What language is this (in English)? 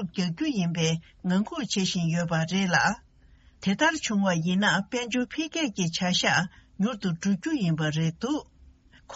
Tibetan